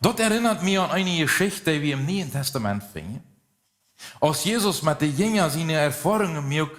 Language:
Plautdietsch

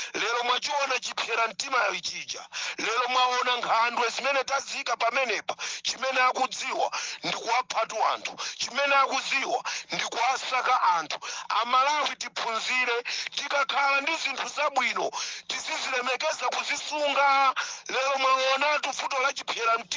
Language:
Nyanja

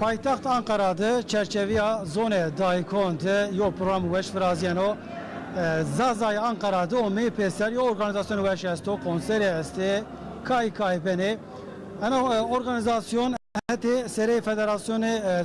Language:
Zaza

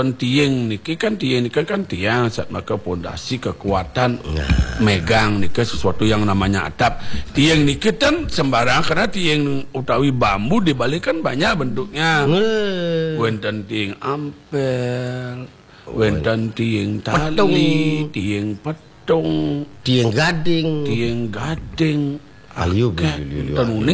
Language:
Balinese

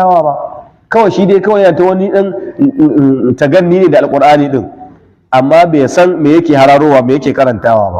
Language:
Hausa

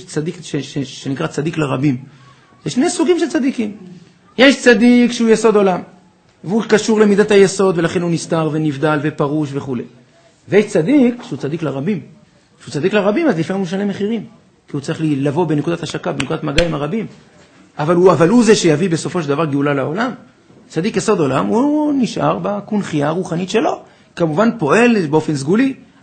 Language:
Hebrew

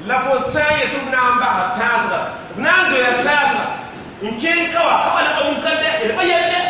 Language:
Mossi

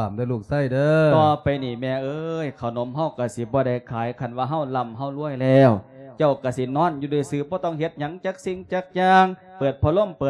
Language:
Lao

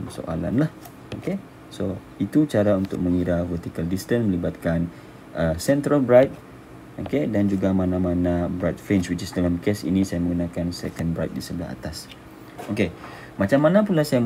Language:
Malay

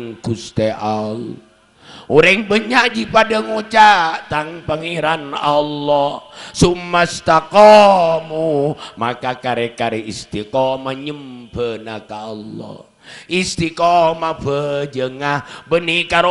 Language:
Madurese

